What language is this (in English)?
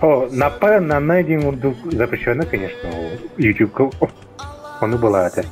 Yakut